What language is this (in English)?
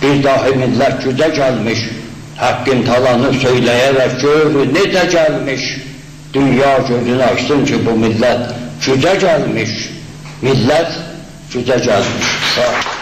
South Azerbaijani